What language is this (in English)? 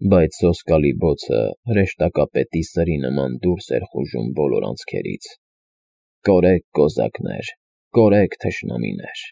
Armenian